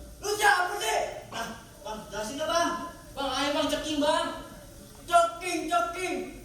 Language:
Betawi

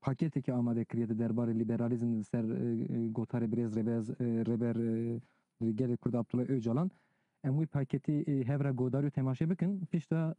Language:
Kurdish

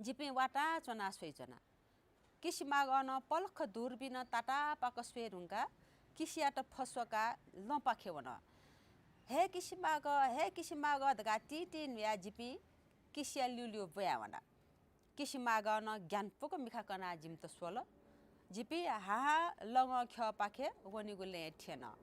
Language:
Newari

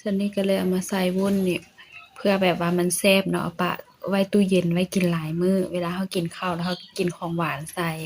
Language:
Lao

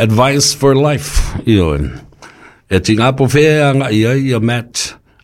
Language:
Samoan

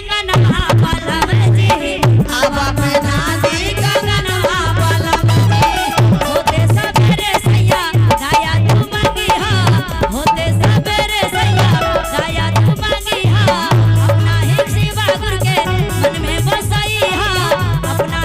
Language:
Magahi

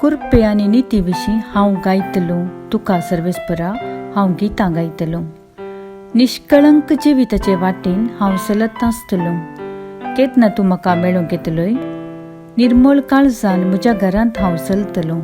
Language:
Konkani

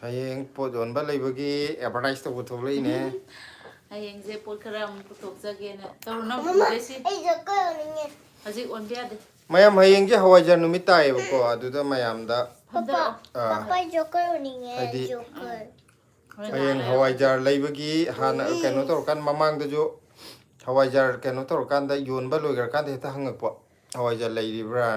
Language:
Manipuri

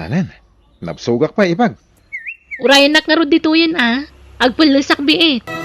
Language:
Iloko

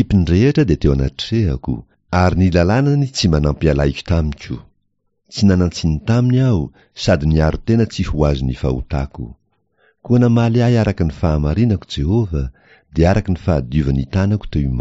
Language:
Malagasy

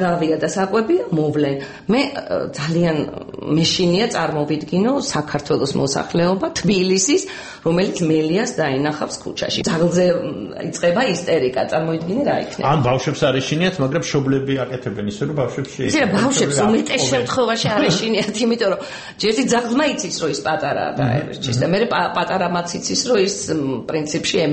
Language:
Georgian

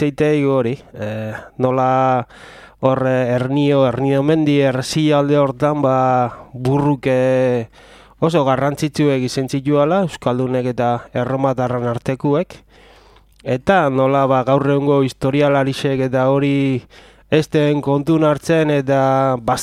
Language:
Basque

